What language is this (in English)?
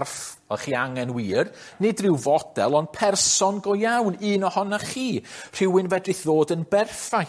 Welsh